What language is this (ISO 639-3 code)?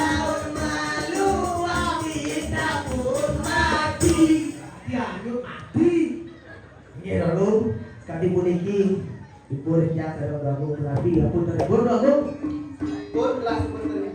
ban